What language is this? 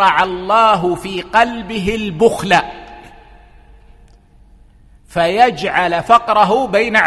Arabic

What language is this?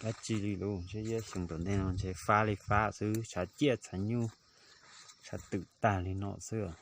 Hmong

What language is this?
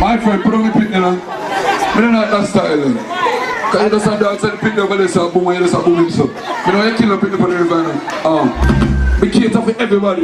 Jamaican Creole English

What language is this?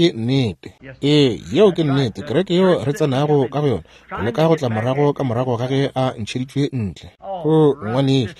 Northern Sotho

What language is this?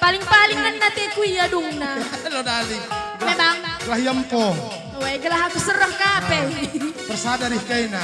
Batak Karo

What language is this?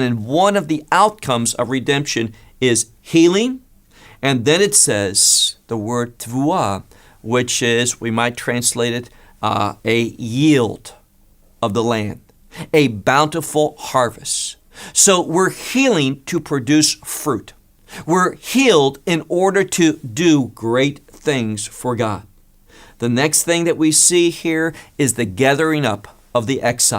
English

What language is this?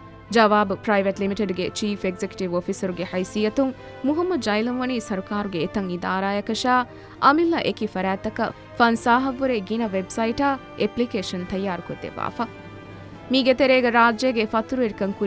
Divehi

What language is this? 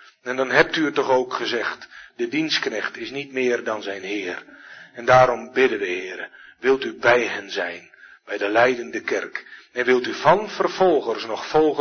Dutch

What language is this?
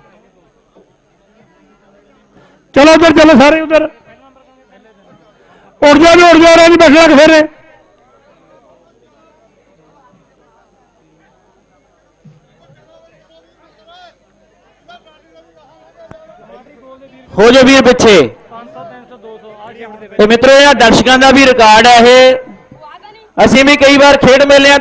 Punjabi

